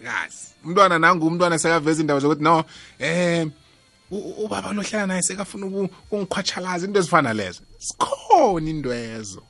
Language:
South Ndebele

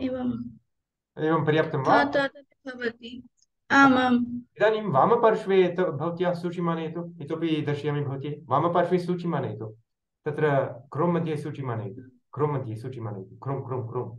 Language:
Sanskrit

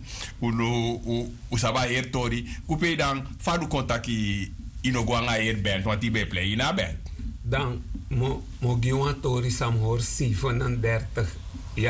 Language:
Sranan Tongo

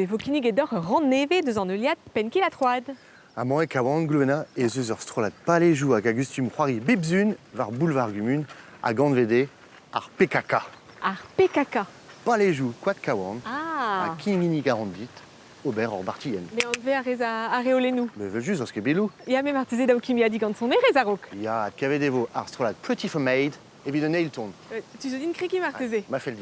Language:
Breton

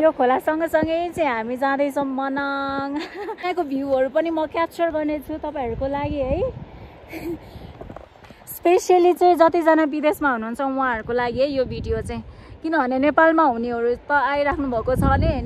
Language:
Nepali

